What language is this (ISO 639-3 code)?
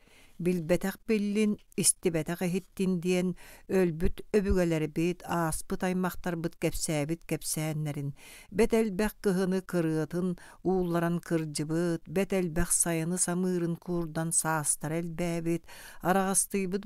sah